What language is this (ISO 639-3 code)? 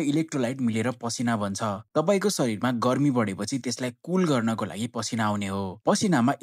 nep